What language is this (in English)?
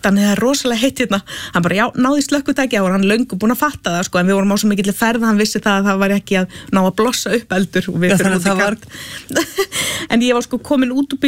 Icelandic